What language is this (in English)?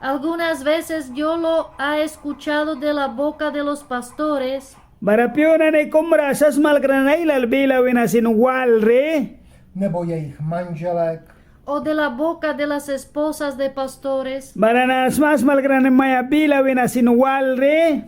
Mískito